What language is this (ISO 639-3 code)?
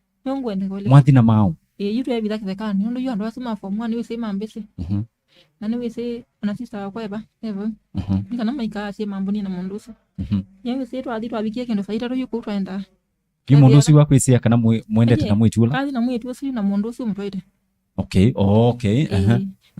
kam